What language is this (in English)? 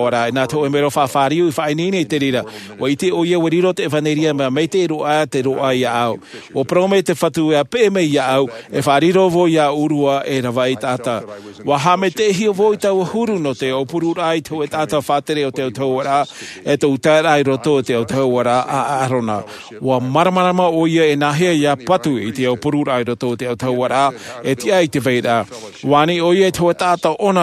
Tahitian